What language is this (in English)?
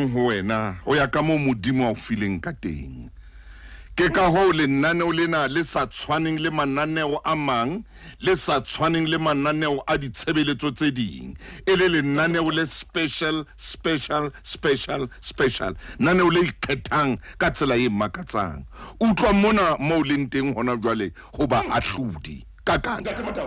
Southern Sotho